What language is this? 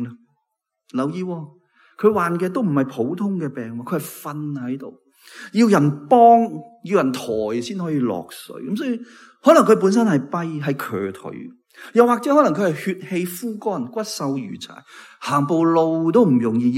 Cantonese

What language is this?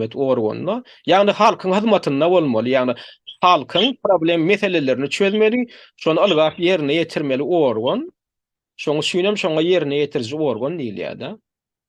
Turkmen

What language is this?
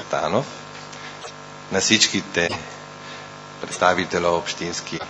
Bulgarian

